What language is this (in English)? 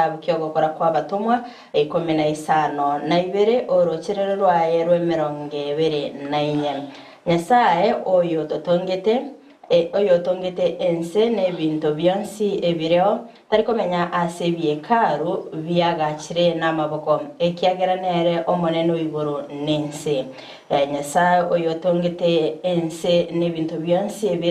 Gusii